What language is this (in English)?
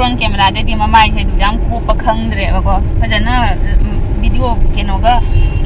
Manipuri